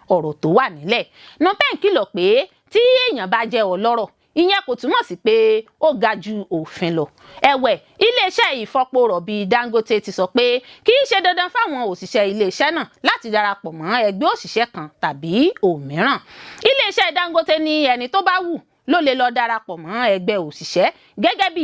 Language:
Yoruba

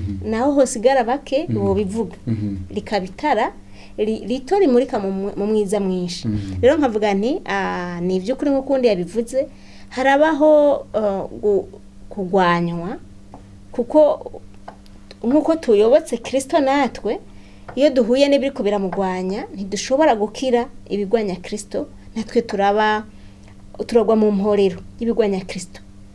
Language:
Rundi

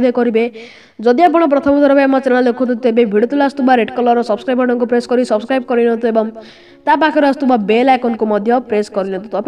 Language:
Odia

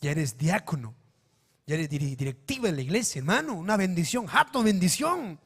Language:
Ayacucho Quechua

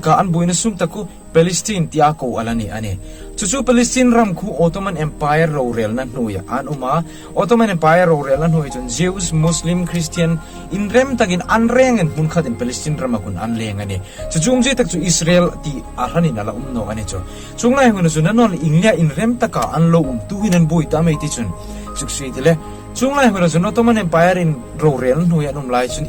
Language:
Hmar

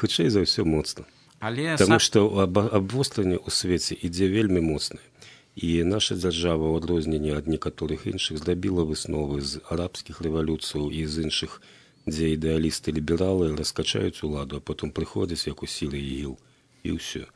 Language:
Belarusian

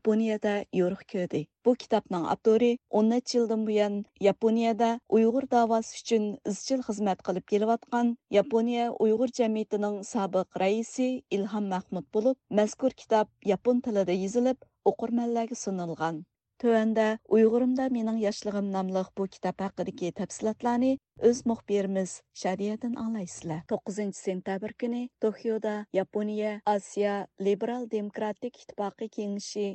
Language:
Uyghur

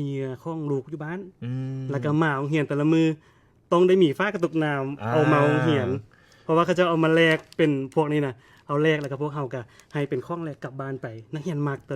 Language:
Lao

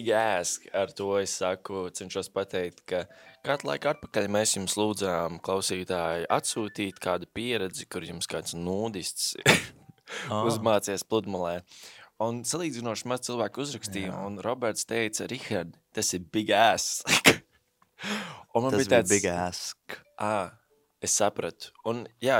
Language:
Latvian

